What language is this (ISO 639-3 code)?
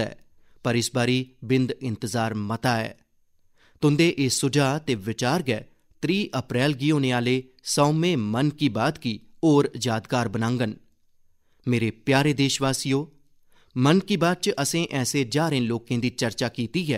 doi